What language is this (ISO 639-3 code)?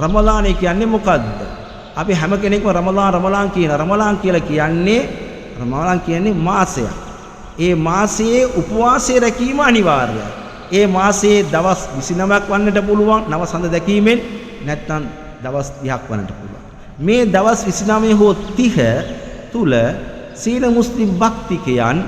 sin